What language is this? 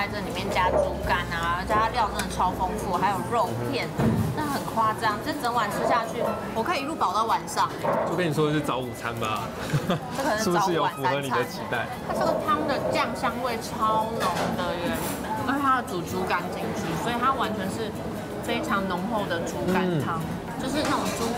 Chinese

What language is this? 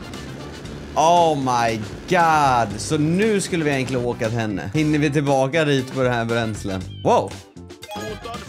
Swedish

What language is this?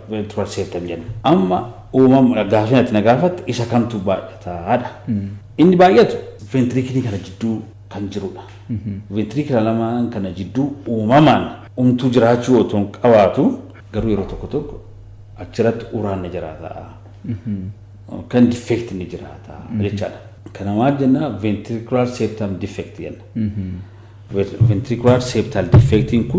Oromo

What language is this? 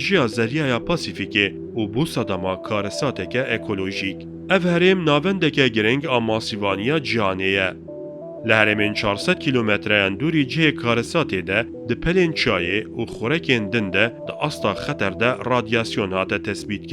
Kurdish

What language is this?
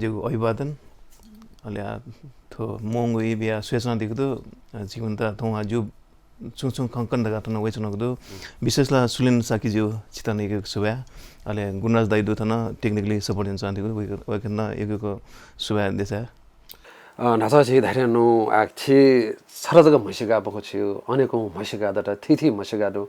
Newari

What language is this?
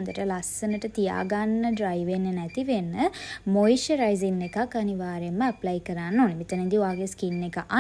Sinhala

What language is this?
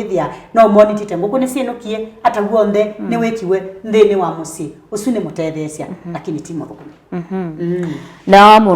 Kamba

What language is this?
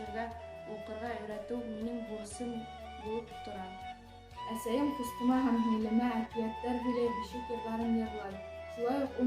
Bashkir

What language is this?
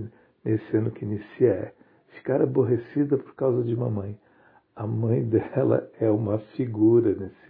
Portuguese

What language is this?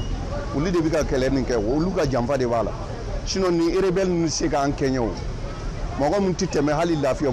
Bambara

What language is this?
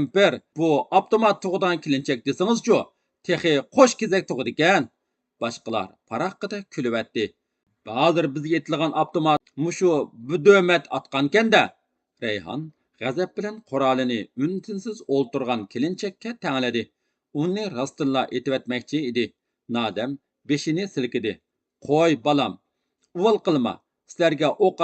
Uyghur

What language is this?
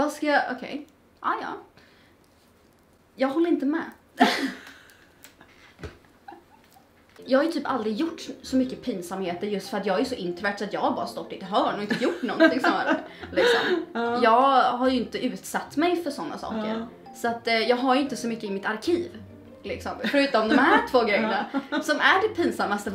Swedish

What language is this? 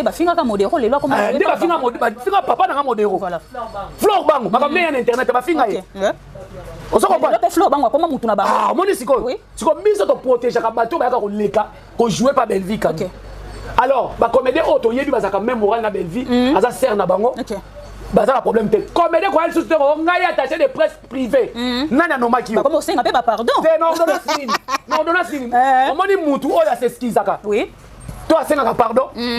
Lingala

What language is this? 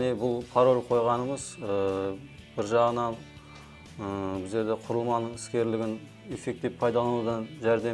Kara-Kalpak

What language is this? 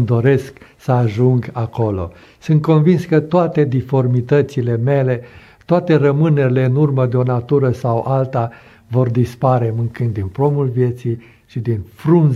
Romanian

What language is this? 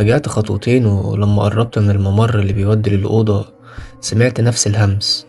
Egyptian Arabic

